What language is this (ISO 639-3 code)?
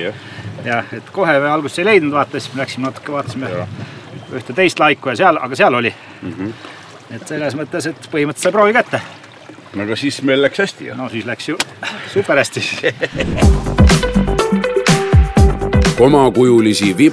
est